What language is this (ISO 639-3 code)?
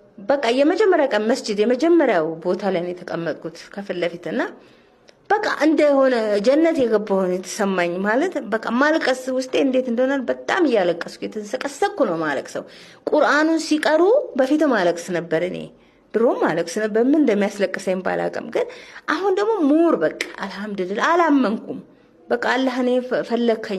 amh